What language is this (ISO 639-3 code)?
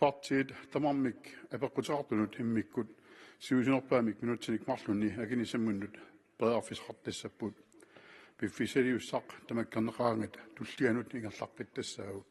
kal